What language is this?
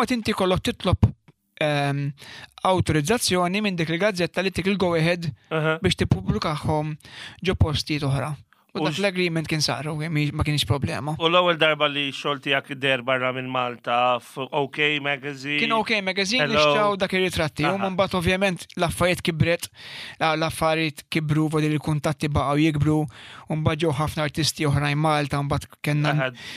Maltese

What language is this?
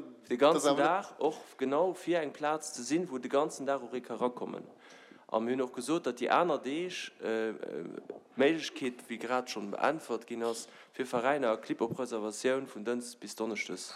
Luxembourgish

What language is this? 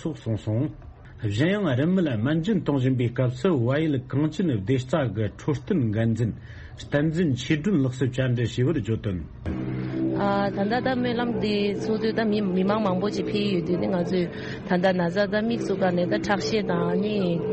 Tibetan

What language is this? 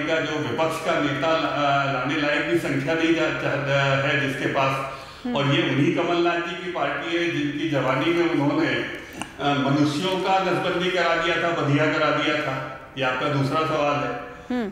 Hindi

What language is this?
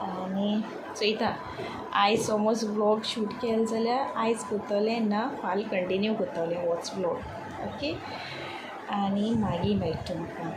Konkani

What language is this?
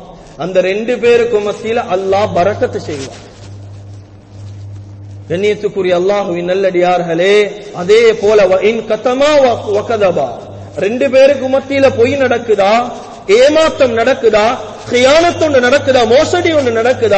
Tamil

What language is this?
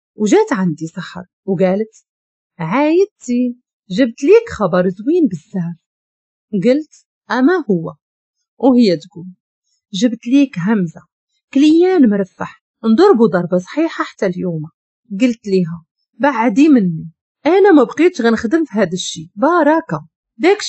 Moroccan Arabic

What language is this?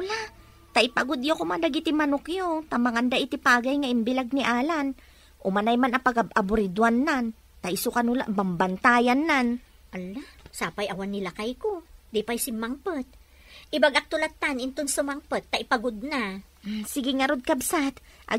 Iloko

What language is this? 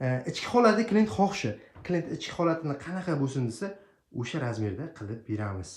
Uzbek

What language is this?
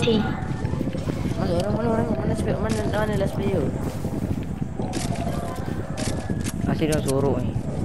Malay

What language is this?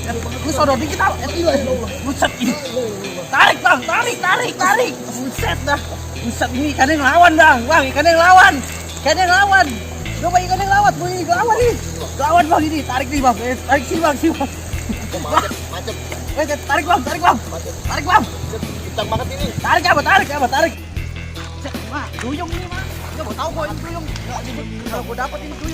Betawi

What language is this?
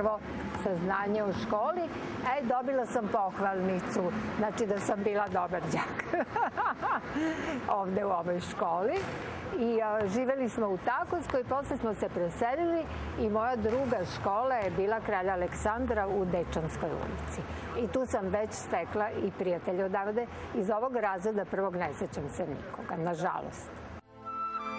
Serbian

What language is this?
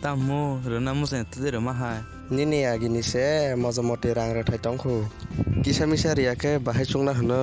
Kok Borok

